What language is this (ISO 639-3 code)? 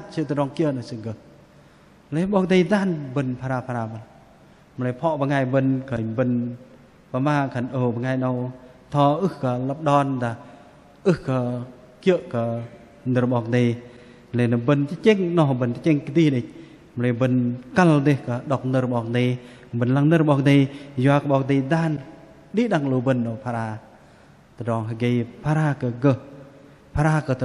bdq